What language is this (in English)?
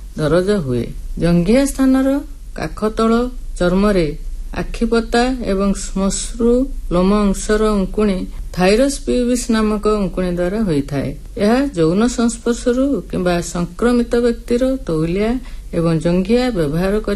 Odia